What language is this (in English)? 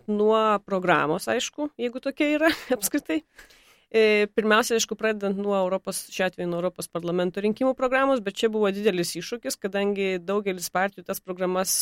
Lithuanian